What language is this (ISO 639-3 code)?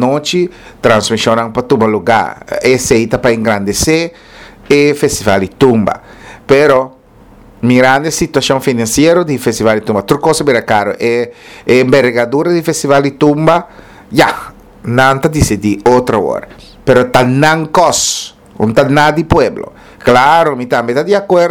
pap